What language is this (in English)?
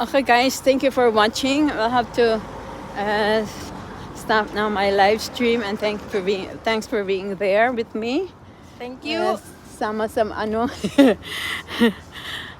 Cebuano